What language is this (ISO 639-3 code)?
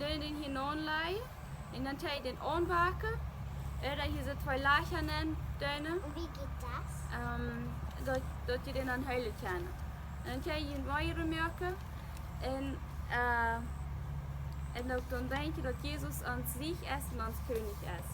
pdt